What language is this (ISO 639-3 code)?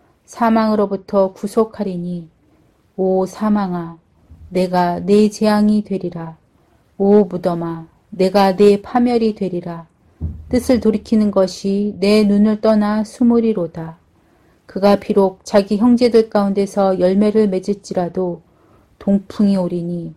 kor